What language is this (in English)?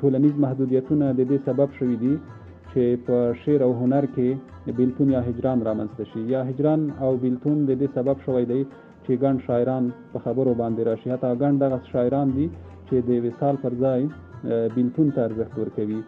Pashto